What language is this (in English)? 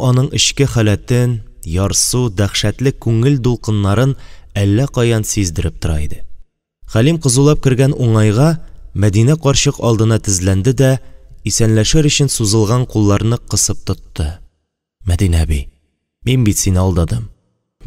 Tatar